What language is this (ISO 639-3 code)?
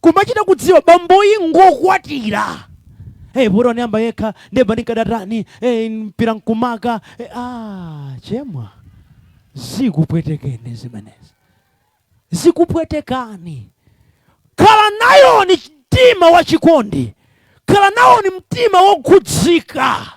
nya